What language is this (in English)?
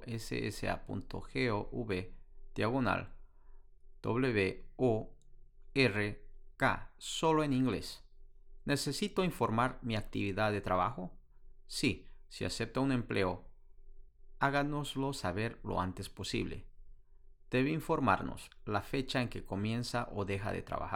Spanish